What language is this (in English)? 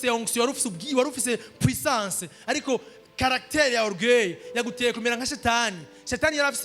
Rundi